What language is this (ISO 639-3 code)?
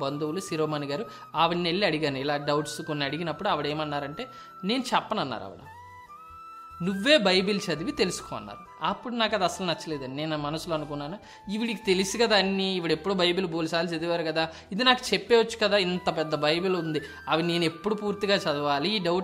tel